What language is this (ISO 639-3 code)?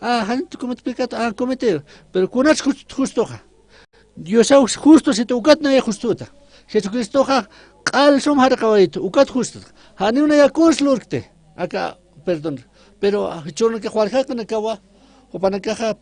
aym